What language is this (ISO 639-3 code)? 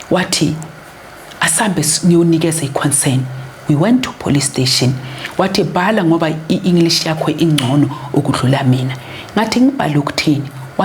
zul